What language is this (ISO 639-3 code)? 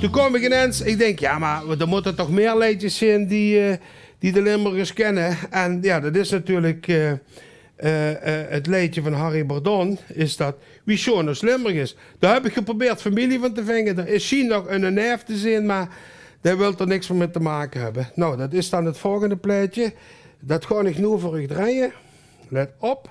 lim